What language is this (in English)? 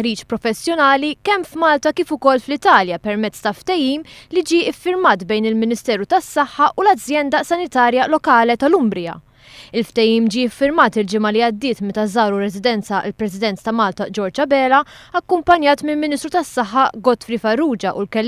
Maltese